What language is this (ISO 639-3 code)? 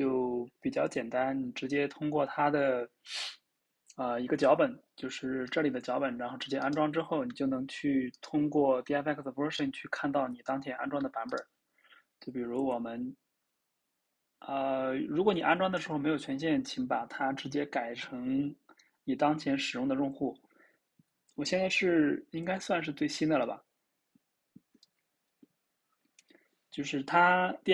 zho